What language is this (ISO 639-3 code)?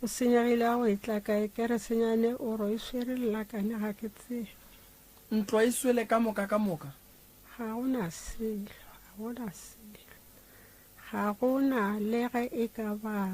nso